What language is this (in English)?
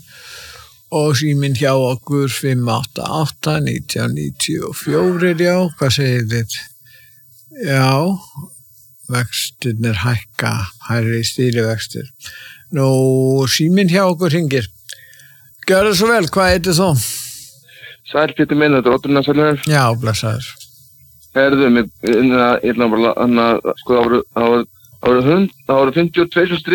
Icelandic